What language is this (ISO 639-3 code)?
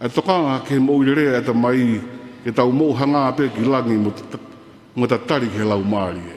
ton